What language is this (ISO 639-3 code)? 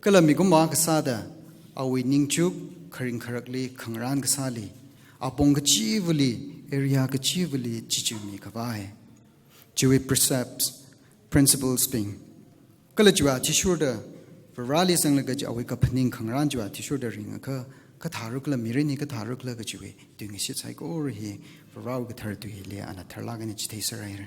nmf